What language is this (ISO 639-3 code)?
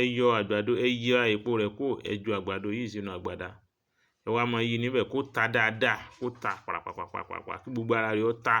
yor